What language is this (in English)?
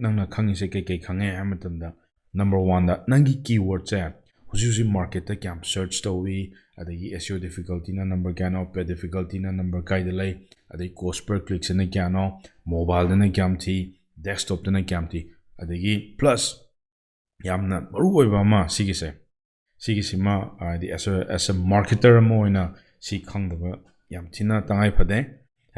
Manipuri